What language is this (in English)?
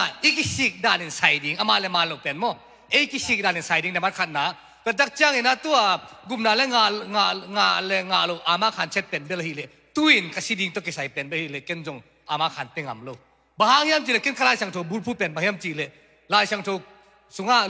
Tedim Chin